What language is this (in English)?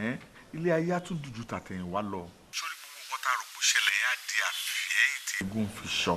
Yoruba